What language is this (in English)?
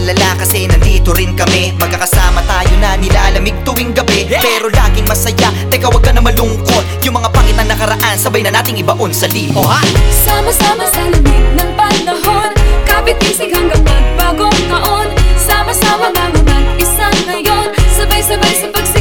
Filipino